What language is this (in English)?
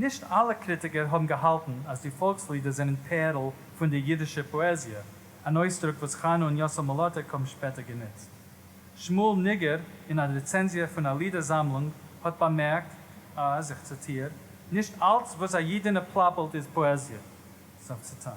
Yiddish